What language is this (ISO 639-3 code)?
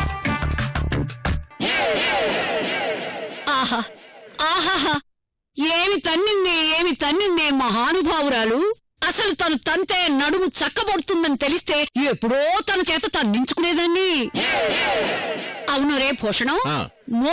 tel